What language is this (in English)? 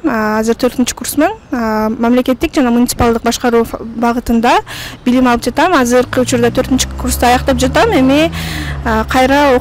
Kyrgyz